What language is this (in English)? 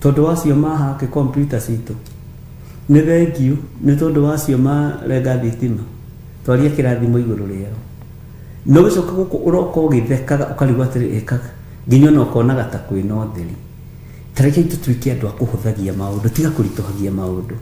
Kikuyu